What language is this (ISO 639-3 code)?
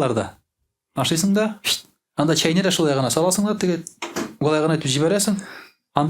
tat